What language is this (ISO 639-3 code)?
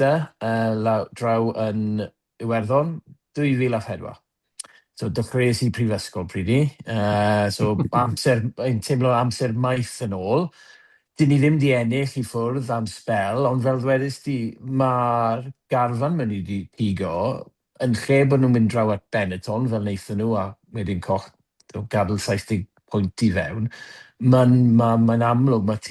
cym